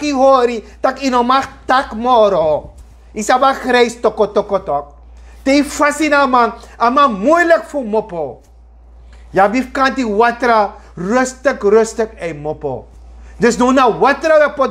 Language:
Sranan Tongo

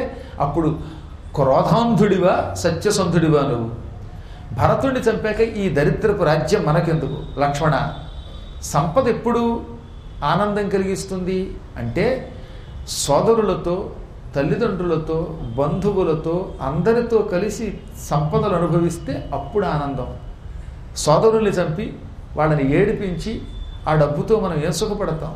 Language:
Telugu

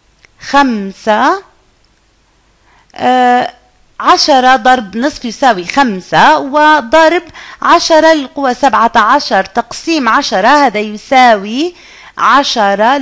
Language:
Arabic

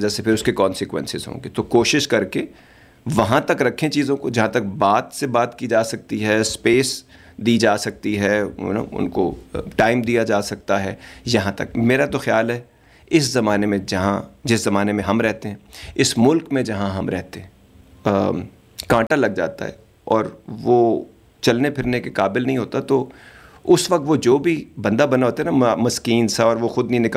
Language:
Urdu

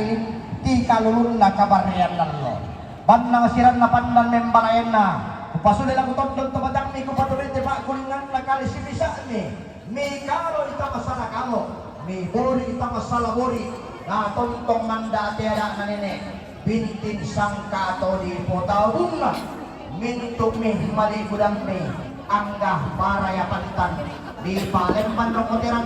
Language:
Toraja-Sa'dan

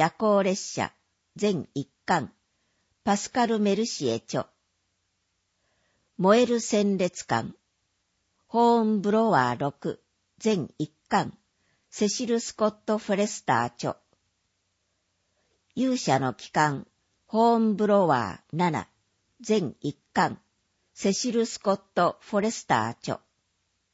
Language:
Japanese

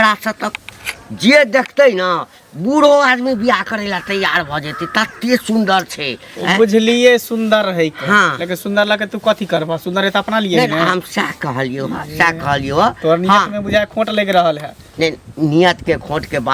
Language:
Maithili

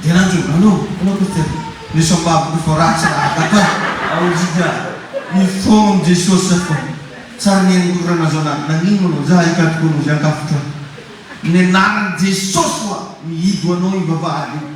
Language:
Malagasy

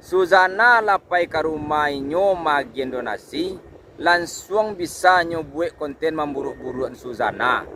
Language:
Minangkabau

